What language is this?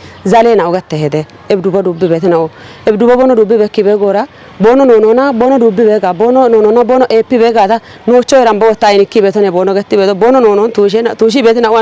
Kafa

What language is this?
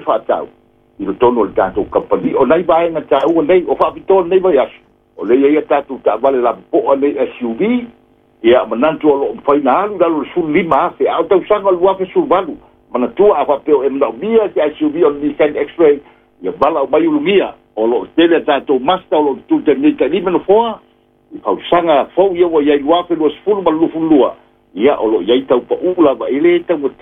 Samoan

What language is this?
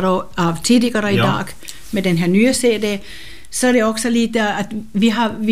Swedish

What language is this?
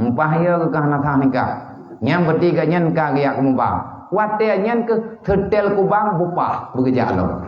Achinese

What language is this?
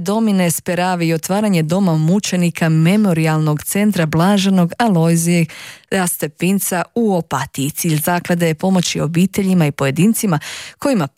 Croatian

